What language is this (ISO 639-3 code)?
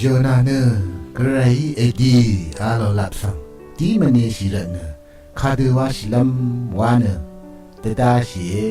raw